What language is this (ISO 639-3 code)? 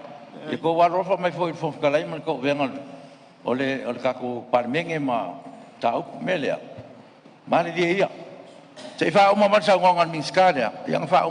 smo